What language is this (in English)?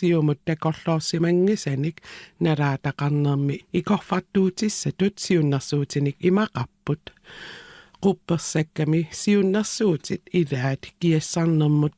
Kalaallisut